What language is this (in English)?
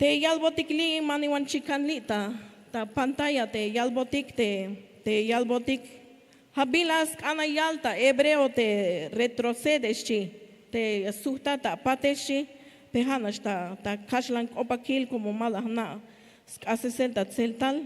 Tzeltal